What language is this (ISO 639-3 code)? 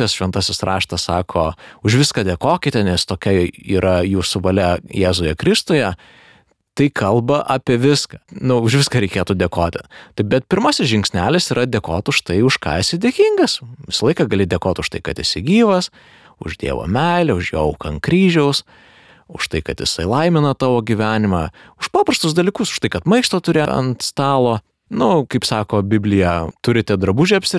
lit